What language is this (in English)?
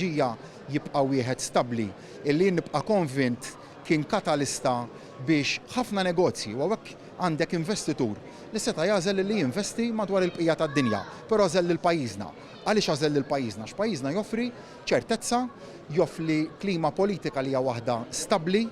Maltese